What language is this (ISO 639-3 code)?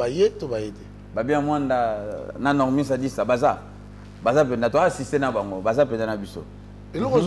lin